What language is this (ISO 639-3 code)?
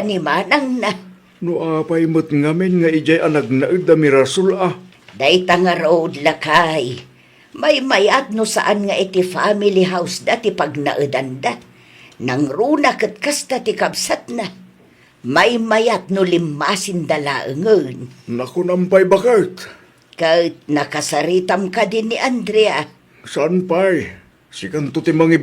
ilo